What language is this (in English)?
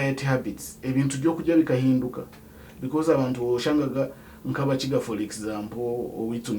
Nyankole